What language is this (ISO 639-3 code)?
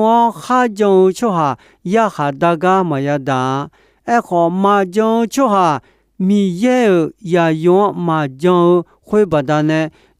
ahk